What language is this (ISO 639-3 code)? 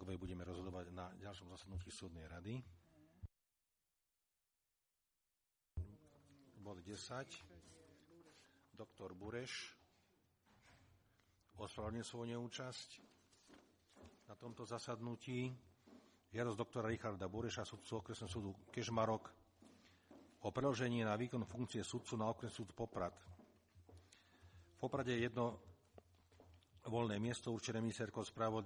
slk